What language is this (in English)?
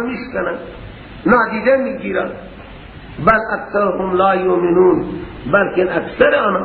Persian